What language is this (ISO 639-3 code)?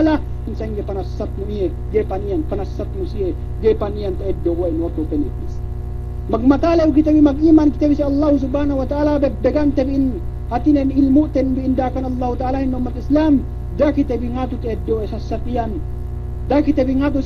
yka